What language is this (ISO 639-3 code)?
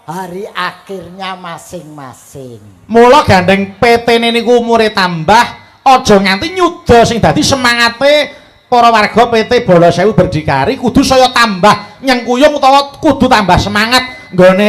jav